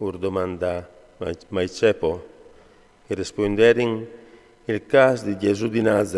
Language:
Friulian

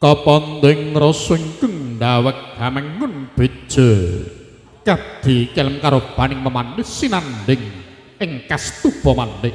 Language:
Javanese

